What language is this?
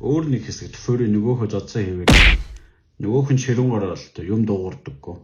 Mongolian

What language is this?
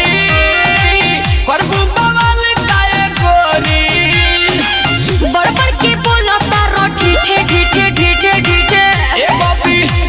Bhojpuri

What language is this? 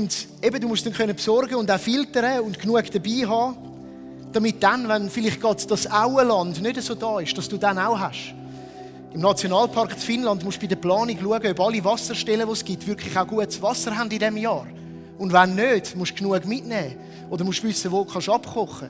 Swiss German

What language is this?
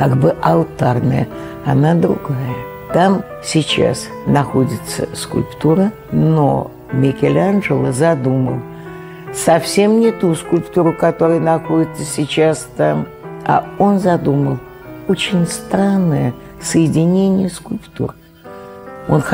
Russian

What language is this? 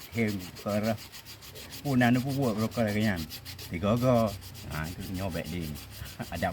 Achinese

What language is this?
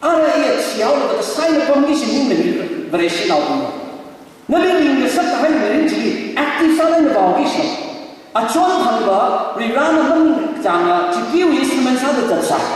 Tangkhul Naga (India)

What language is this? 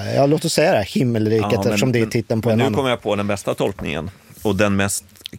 Swedish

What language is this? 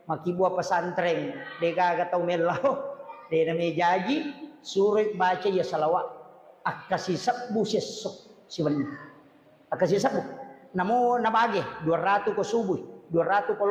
Buginese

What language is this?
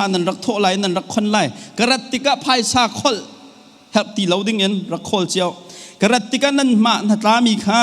Hakha Chin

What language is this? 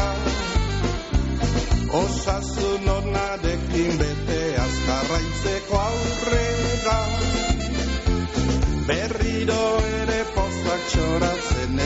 Basque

